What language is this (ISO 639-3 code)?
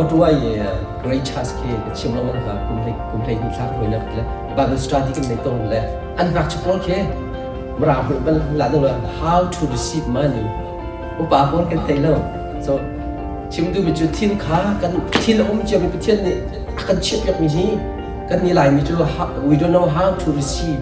cnh